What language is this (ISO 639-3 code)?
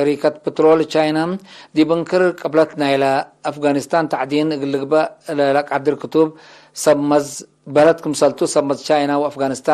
tig